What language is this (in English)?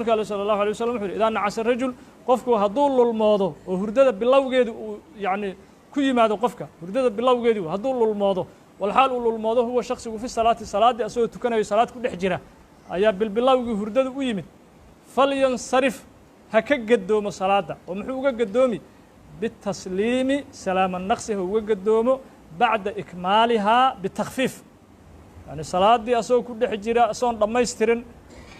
Somali